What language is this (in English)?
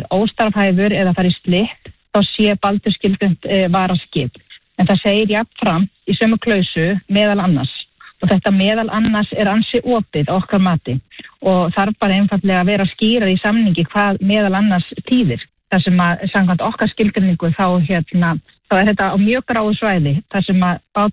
Icelandic